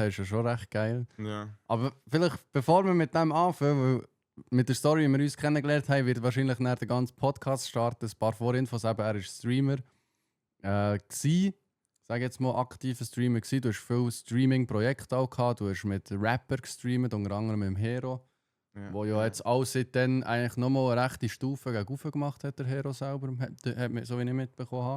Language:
Swiss German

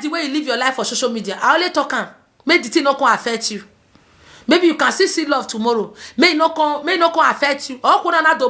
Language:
Nigerian Pidgin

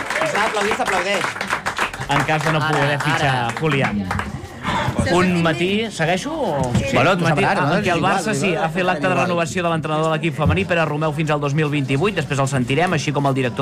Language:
Catalan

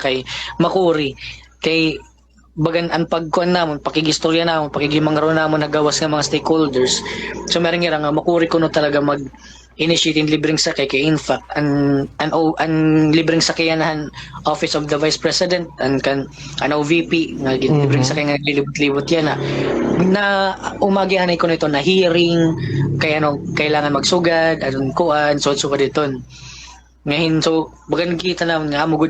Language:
Waray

